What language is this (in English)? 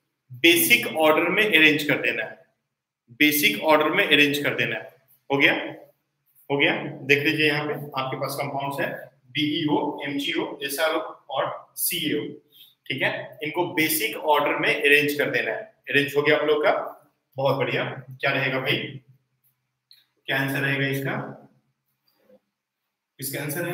Hindi